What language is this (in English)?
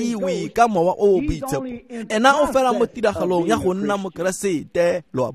Tswana